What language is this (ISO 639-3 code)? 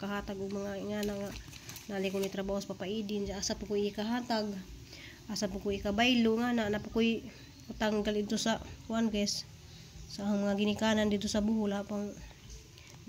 ceb